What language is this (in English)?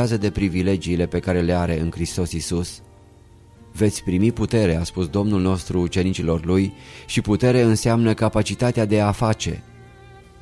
Romanian